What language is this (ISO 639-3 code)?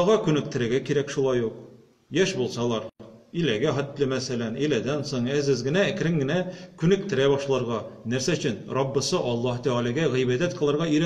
tat